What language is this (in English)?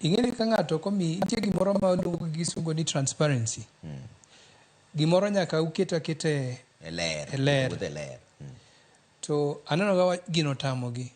Luo (Kenya and Tanzania)